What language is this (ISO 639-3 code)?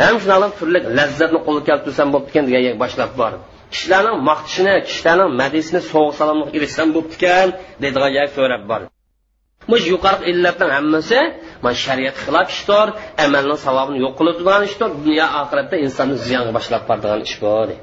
uig